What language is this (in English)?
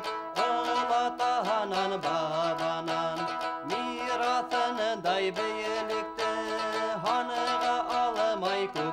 Bashkir